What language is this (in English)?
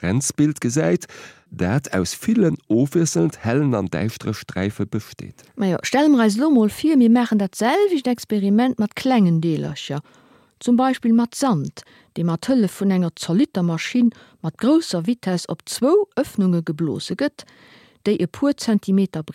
Luxembourgish